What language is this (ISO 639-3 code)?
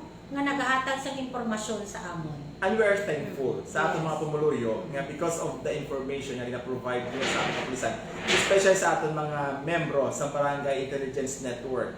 hil